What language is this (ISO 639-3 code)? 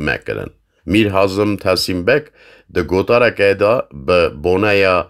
kur